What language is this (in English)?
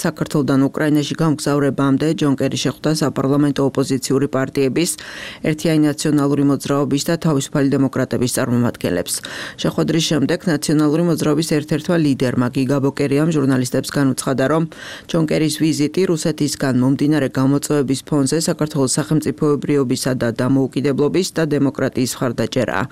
Georgian